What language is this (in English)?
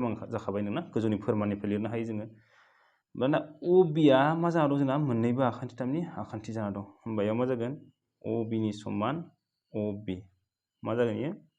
Bodo